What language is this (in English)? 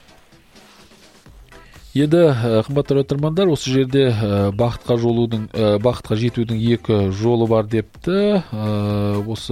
Kazakh